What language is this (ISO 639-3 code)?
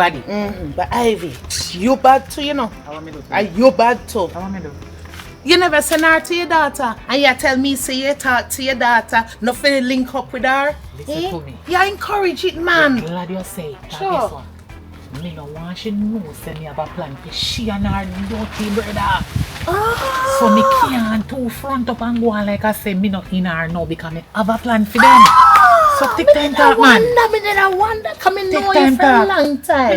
jam